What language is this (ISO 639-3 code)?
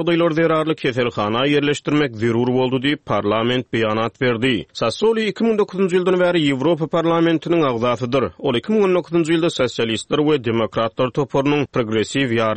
tuk